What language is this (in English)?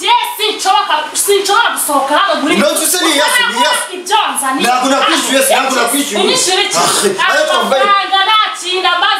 Kinyarwanda